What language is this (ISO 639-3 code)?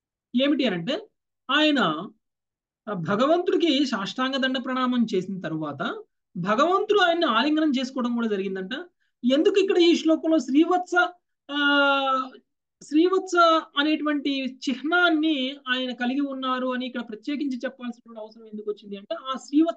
tel